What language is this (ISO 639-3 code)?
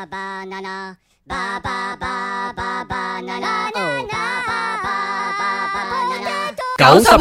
yue